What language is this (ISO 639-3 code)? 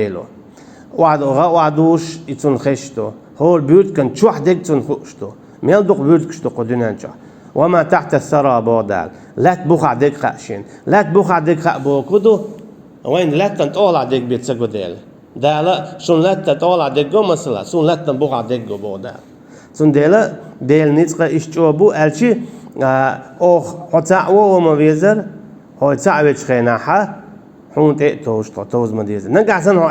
che